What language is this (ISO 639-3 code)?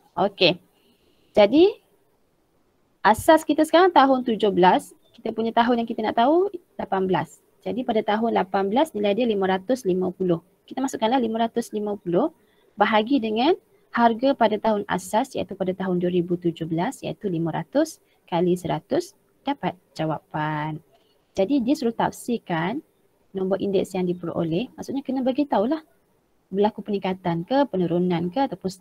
msa